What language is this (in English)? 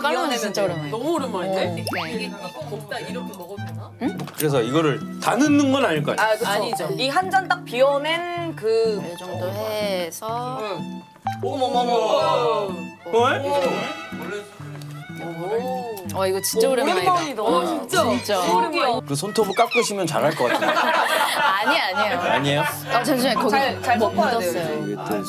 Korean